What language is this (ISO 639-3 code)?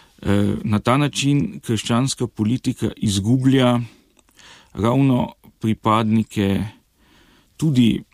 slv